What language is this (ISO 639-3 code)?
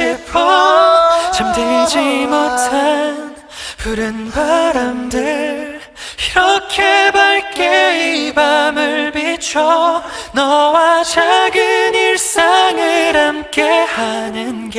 kor